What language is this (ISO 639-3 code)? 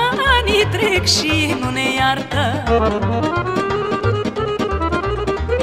ron